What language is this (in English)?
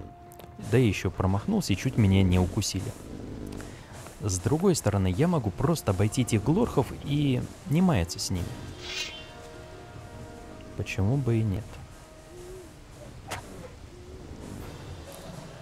Russian